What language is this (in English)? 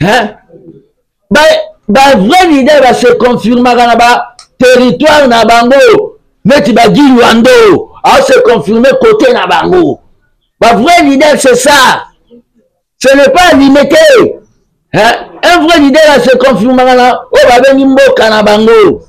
Lingala